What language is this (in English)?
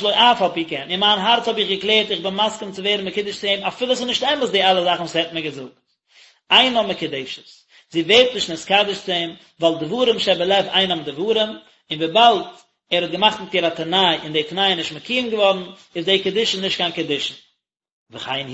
Yiddish